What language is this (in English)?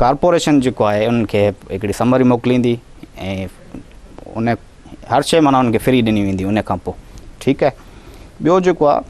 Sindhi